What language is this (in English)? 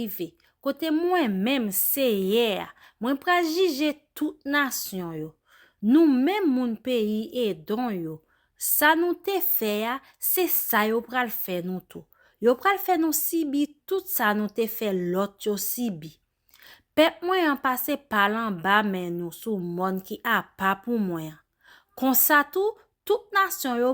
Haitian Creole